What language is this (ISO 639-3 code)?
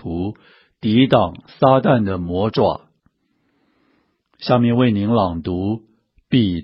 zho